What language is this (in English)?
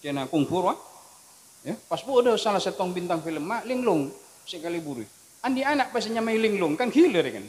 Madurese